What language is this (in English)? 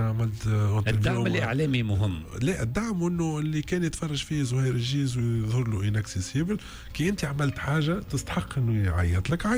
Tunisian Arabic